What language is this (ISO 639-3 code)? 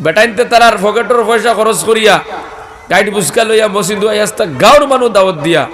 syl